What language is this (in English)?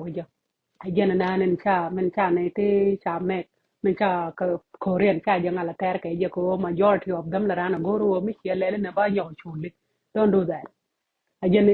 Nuer